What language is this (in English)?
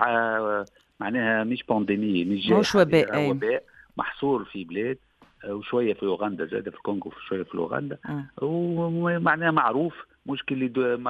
Tunisian Arabic